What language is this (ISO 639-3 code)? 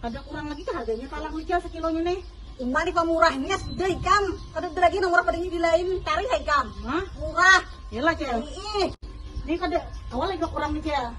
bjn